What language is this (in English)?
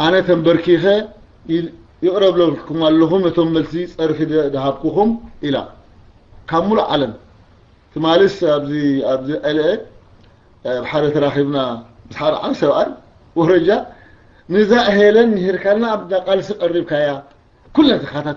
Tigrinya